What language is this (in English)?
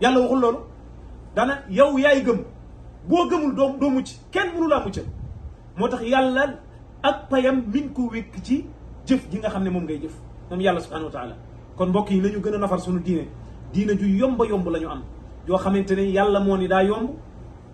Wolof